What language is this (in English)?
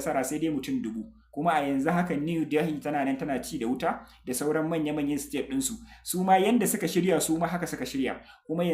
Hausa